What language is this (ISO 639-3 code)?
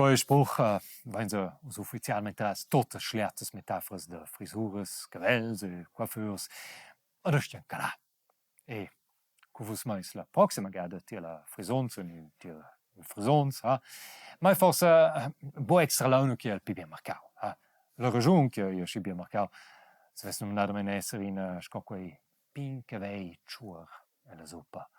roh